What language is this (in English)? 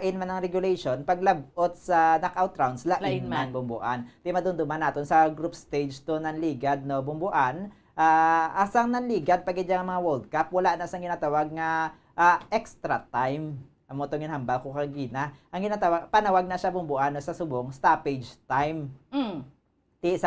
Hiligaynon